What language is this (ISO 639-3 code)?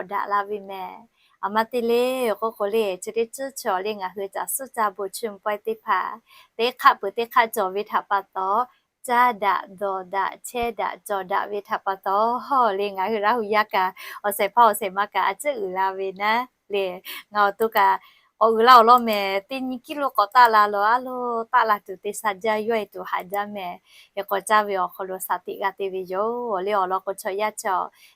lhu